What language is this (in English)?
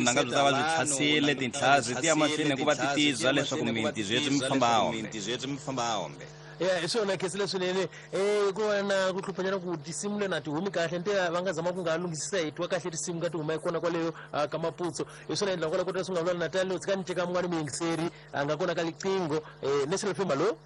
Tsonga